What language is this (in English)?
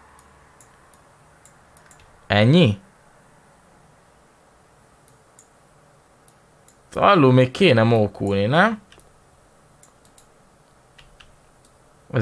Hungarian